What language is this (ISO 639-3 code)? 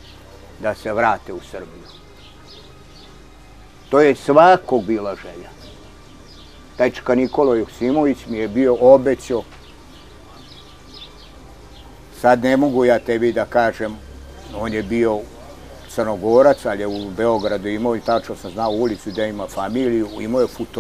srp